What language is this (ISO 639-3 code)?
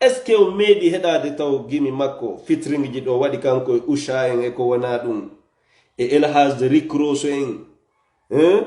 ful